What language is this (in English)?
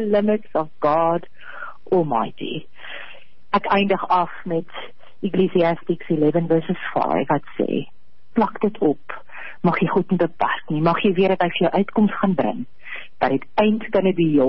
Afrikaans